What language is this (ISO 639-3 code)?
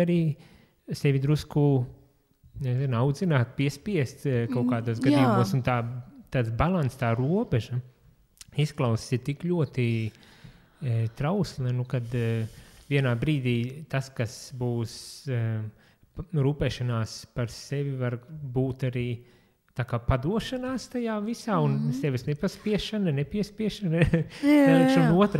lav